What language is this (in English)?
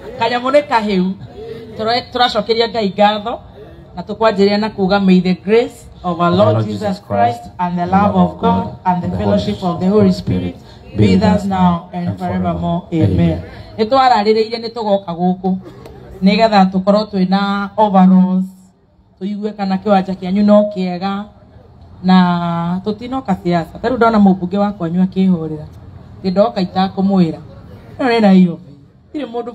Kikuyu